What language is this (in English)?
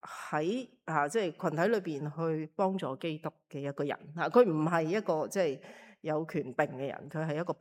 Cantonese